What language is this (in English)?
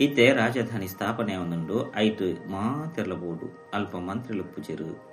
Tulu